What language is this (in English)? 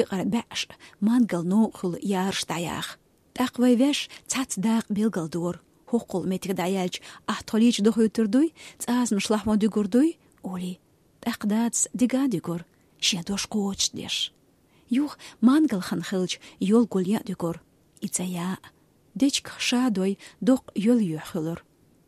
Chechen